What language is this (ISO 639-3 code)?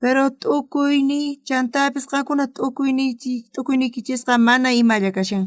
quh